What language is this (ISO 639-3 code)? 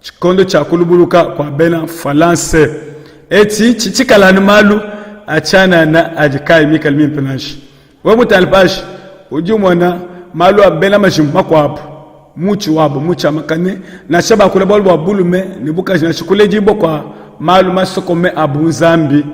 lua